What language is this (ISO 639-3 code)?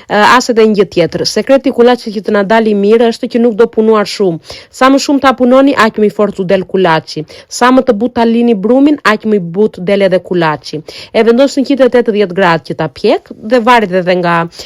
sqi